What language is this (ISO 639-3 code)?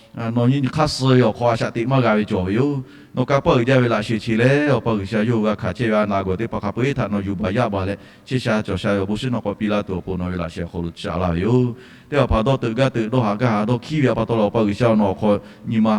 lhu